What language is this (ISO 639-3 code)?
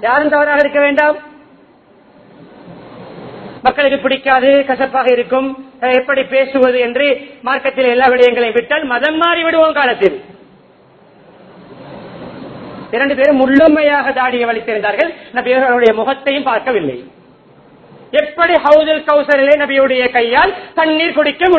tam